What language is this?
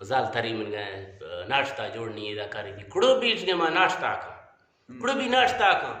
Eastern Balochi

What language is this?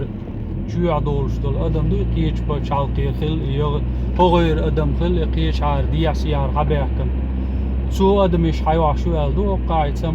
Chechen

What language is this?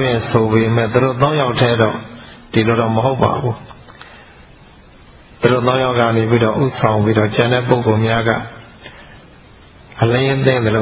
Burmese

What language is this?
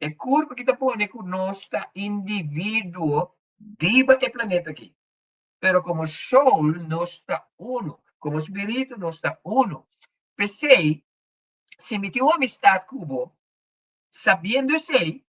Papiamento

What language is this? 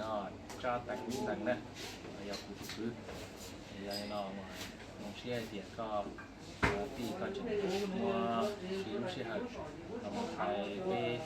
Hmong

